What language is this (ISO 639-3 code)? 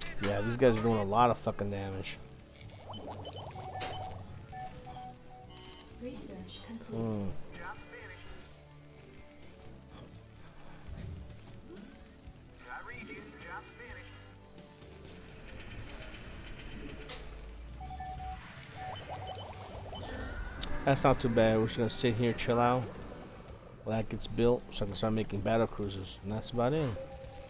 eng